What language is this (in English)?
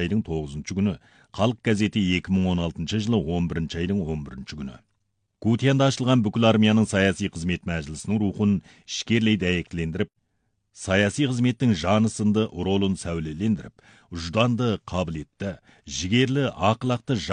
Kazakh